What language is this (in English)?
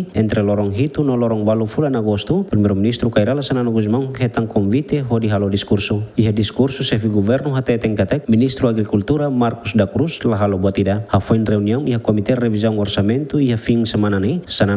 Tetum